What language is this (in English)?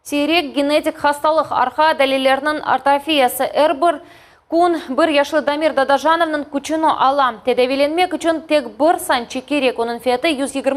Crimean Tatar